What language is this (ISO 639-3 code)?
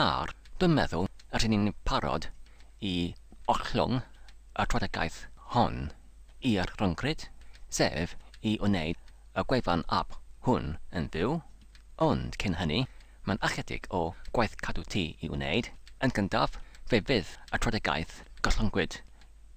cym